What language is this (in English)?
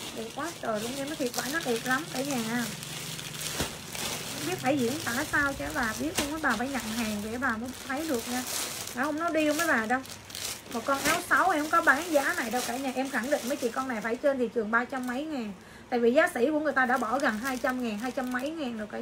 Vietnamese